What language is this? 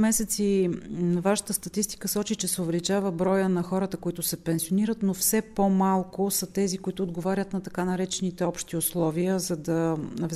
Bulgarian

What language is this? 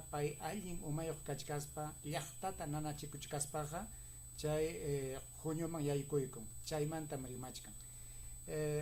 Ayacucho Quechua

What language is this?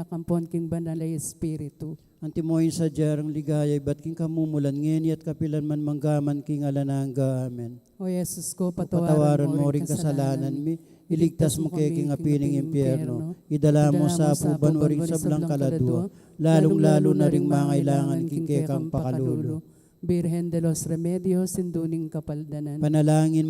Pampanga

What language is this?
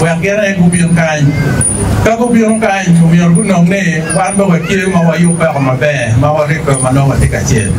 Acoli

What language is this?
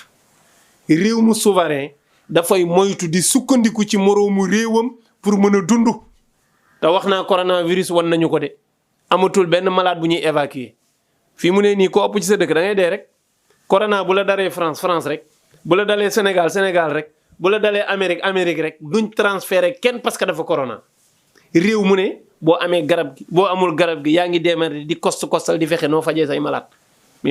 Wolof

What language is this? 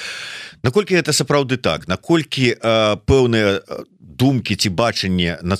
Belarusian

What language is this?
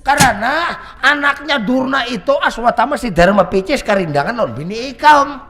Banjar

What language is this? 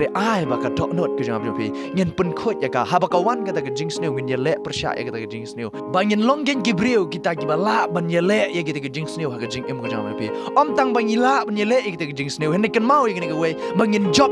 Khasi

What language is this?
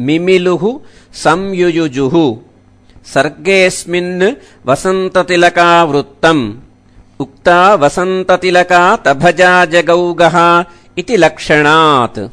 Sanskrit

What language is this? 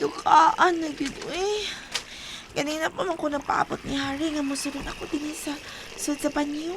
Cebuano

